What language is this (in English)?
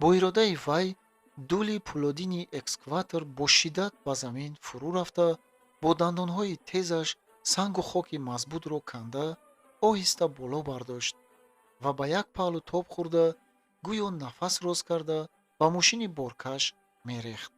Tajik